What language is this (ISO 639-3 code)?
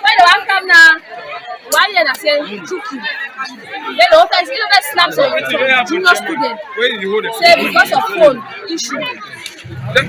wes